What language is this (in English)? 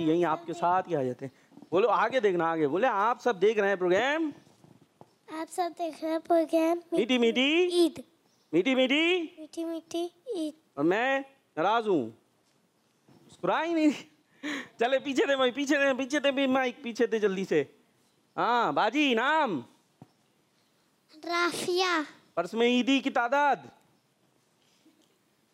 Hindi